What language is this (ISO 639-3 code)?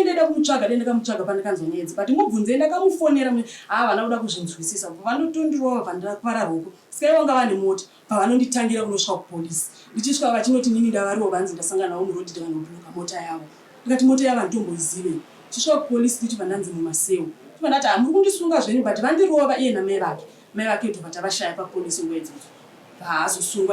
sna